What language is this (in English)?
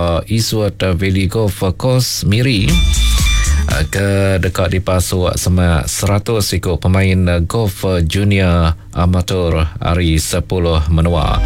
Iban